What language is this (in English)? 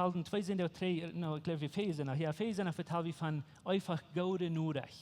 Plautdietsch